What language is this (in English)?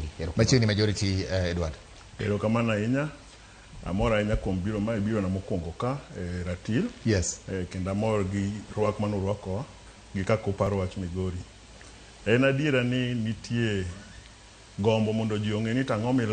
Luo (Kenya and Tanzania)